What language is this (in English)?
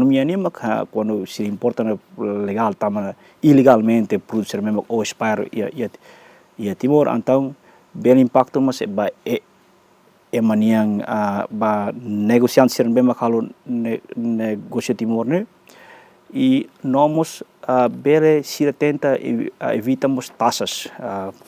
Tetum